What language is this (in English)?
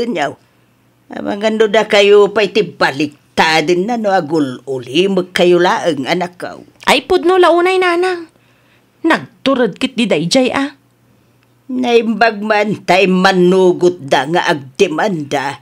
Iloko